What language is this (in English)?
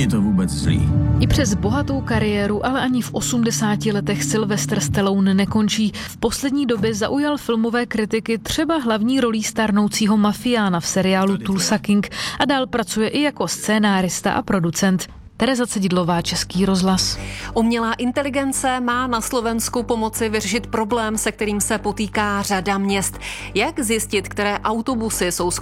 Czech